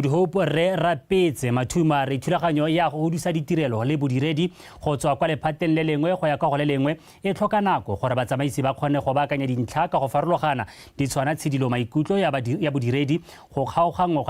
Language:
Tswana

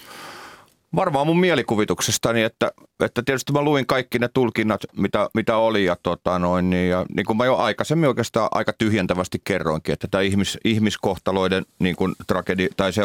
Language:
Finnish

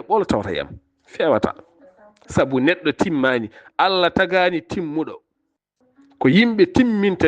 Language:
Fula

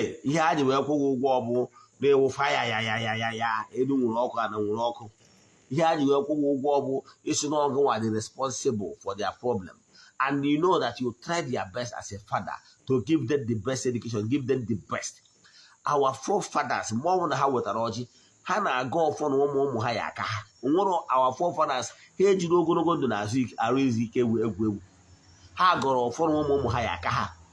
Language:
Igbo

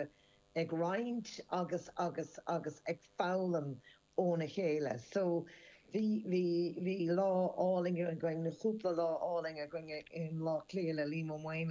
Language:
Irish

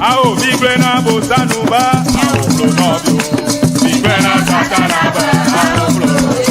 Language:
Ewe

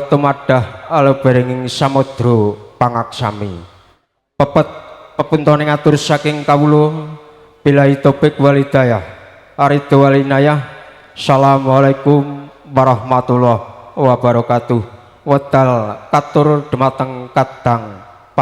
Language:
Javanese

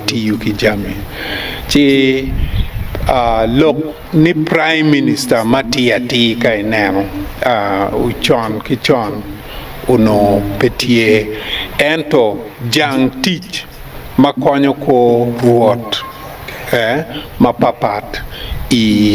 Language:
Acoli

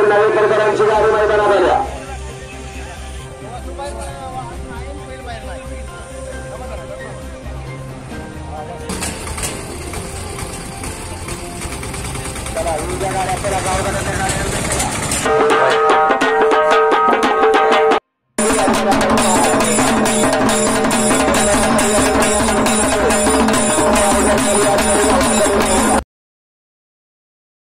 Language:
Marathi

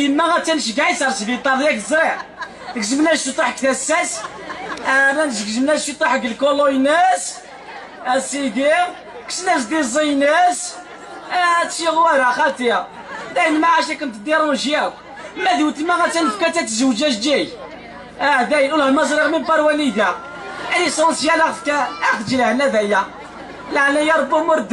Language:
Kabyle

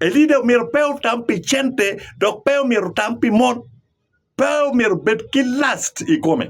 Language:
Acoli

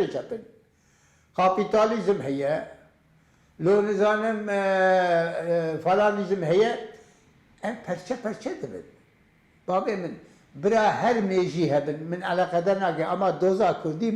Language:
Kurdish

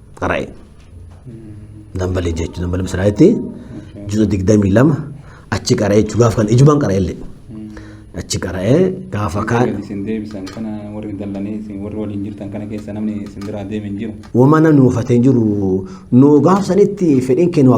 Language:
Oromo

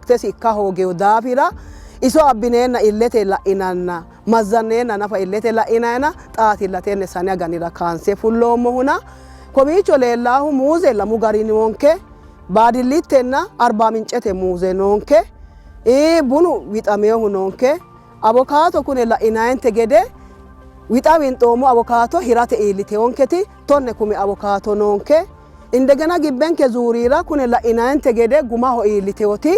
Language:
Sidamo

